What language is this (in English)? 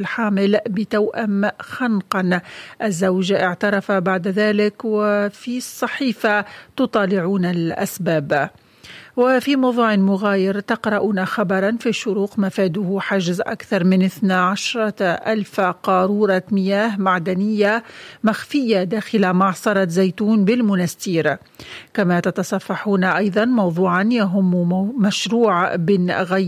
Tunisian Arabic